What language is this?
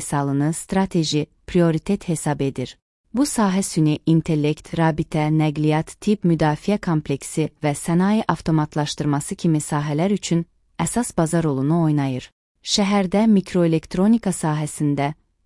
Azerbaijani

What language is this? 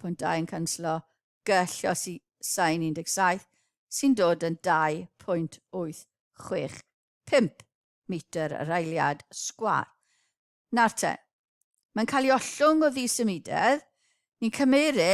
Welsh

